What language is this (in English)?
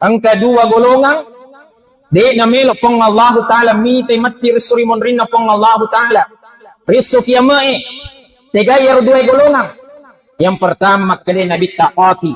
Buginese